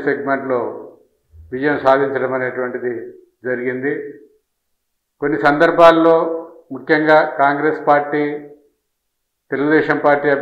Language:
Telugu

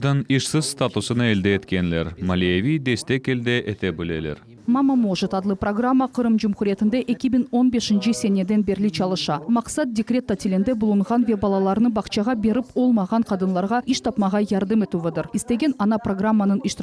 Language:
Crimean Tatar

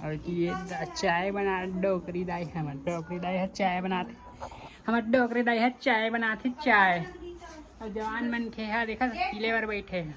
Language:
Chhattisgarhi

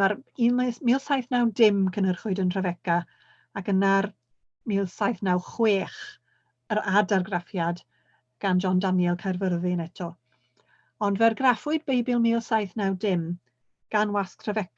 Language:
Welsh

